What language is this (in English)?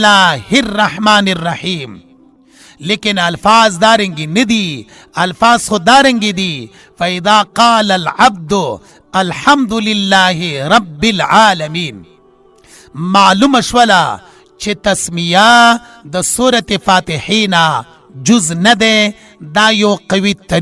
Pashto